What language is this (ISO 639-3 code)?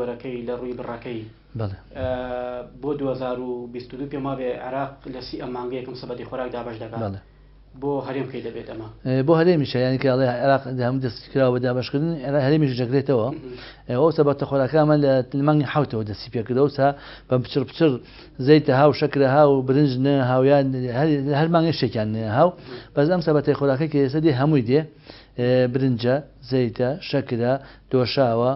ckb